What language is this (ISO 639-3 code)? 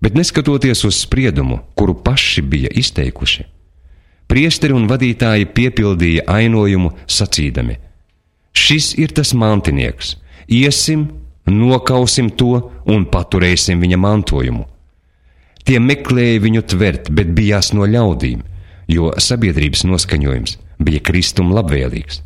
lav